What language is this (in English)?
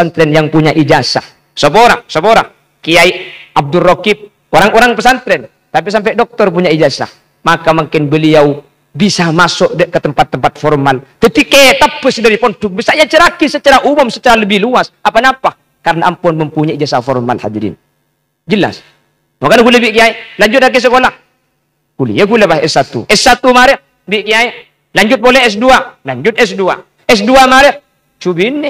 Madurese